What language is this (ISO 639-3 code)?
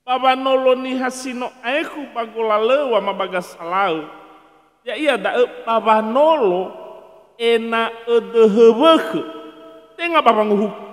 nia